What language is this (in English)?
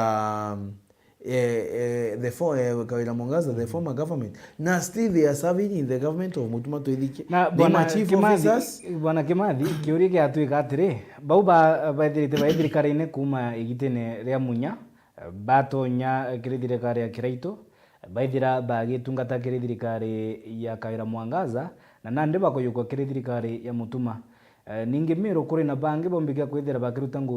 Meru